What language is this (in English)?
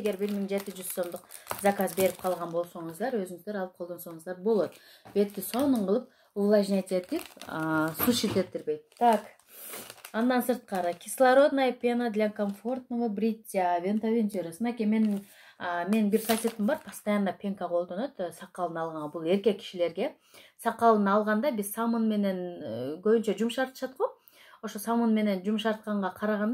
Kyrgyz